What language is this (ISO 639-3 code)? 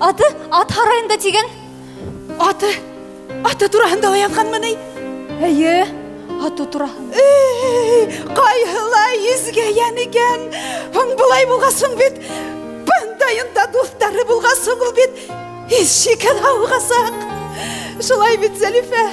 bak